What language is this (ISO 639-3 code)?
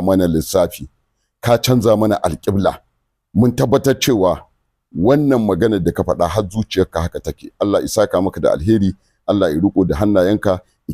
hau